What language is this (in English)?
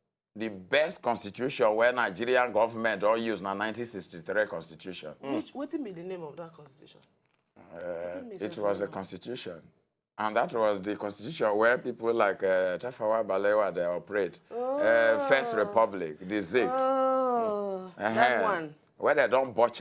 Nigerian Pidgin